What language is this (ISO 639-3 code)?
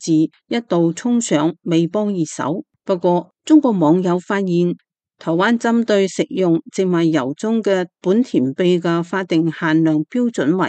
yue